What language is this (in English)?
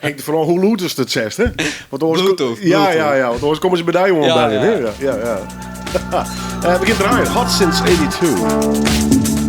Western Frisian